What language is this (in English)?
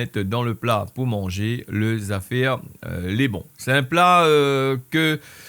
Réunion Creole French